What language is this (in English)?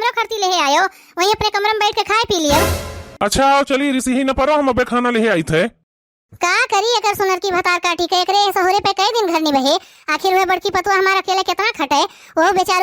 Awadhi